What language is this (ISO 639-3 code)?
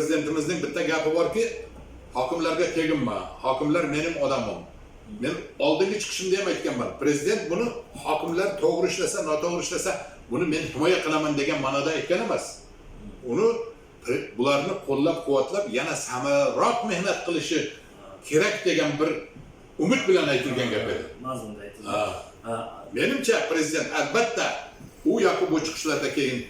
uzb